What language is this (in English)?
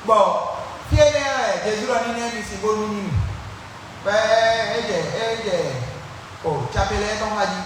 Fon